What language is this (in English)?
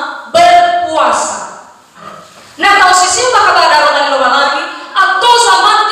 Nias